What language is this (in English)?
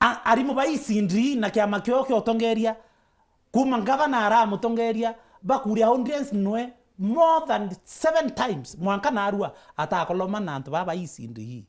Meru